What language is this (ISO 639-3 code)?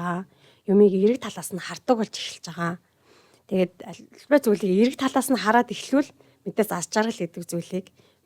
mon